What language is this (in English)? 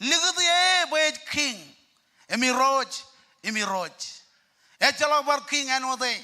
Marshallese